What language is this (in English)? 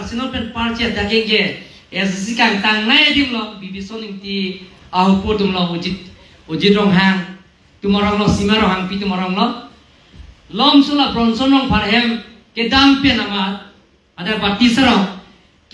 Karbi